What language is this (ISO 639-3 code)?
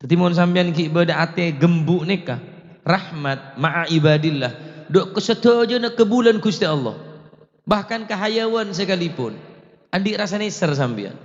mad